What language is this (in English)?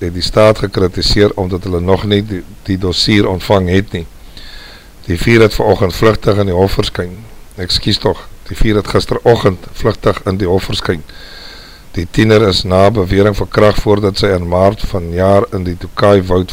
Afrikaans